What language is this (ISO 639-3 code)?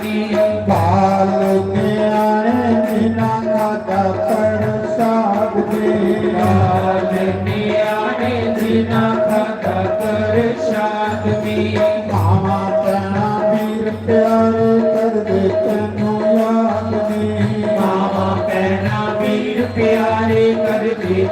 doi